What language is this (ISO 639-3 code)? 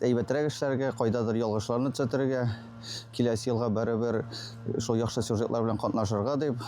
tat